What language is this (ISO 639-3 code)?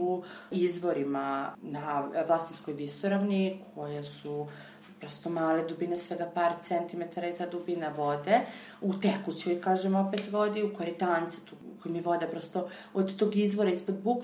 srp